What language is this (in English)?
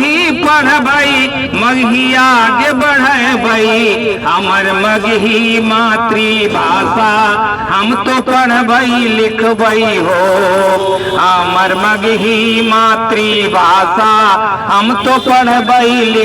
Magahi